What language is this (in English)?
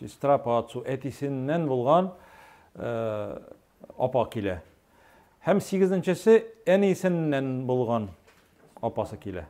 Tatar